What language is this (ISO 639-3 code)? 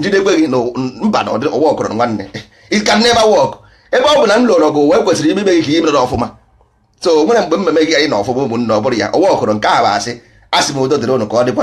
ibo